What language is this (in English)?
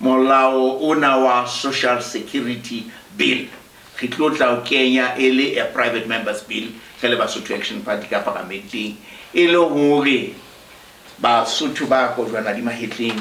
Southern Sotho